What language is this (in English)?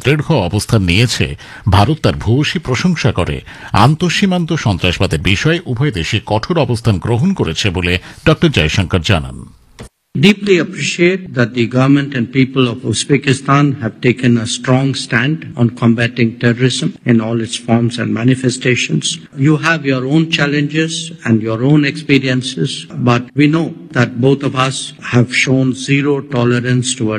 Bangla